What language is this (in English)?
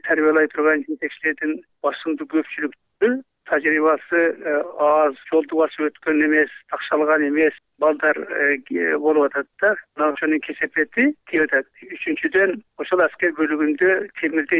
Kyrgyz